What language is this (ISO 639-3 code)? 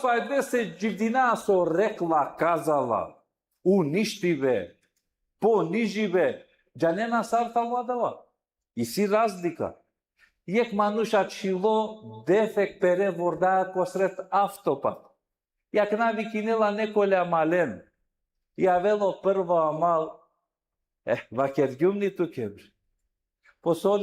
rmn